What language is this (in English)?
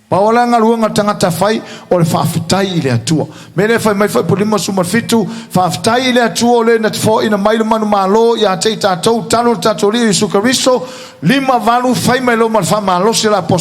Samoan